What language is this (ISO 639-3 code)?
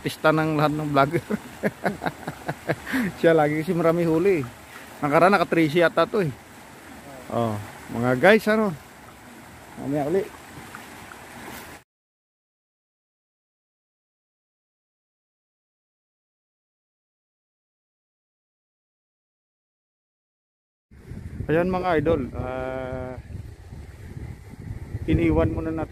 fil